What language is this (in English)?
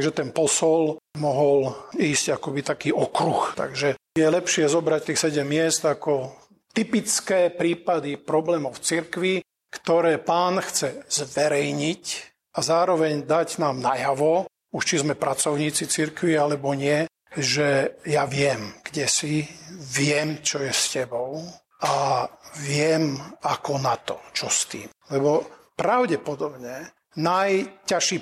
Slovak